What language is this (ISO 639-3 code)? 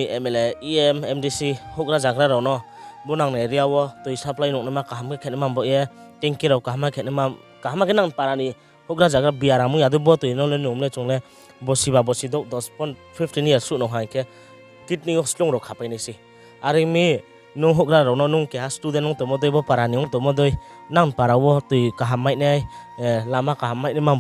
ria